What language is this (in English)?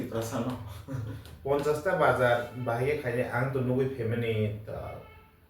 Kok Borok